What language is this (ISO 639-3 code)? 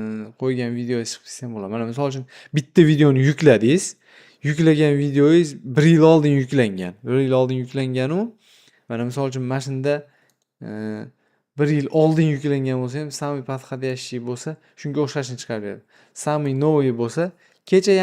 uzb